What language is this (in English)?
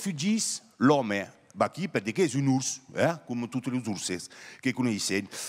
Occitan